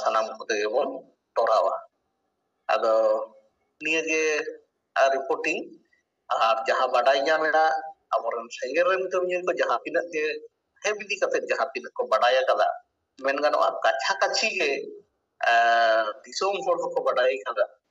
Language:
Santali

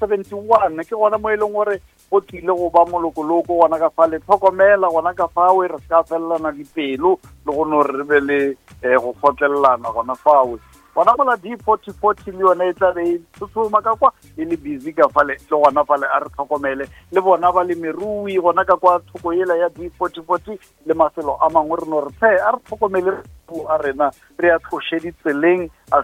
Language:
Northern Sotho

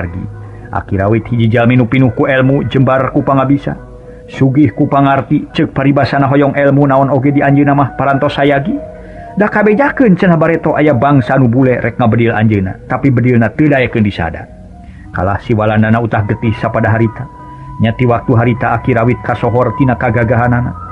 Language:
Sundanese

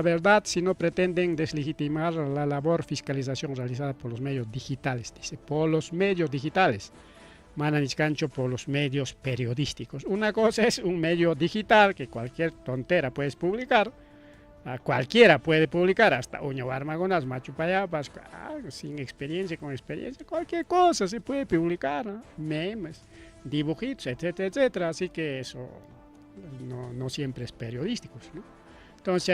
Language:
Ayacucho Quechua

